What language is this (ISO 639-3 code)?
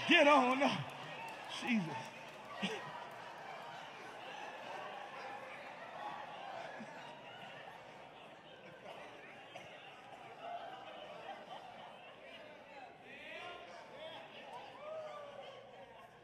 eng